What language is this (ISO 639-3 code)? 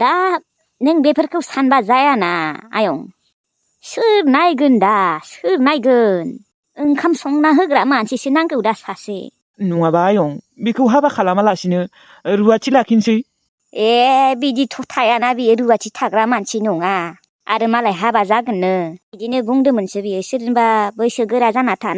brx